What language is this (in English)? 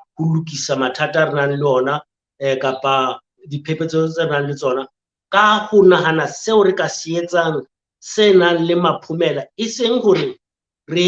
Southern Sotho